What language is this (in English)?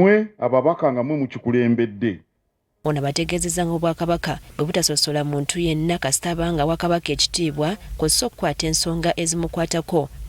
Ganda